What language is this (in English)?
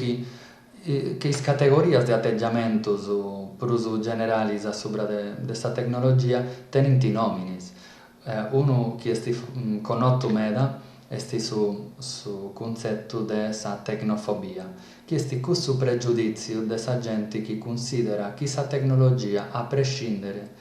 Sardinian